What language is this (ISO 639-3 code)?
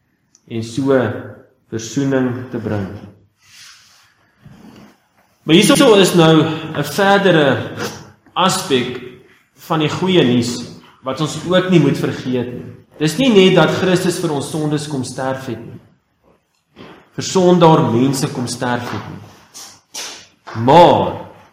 afr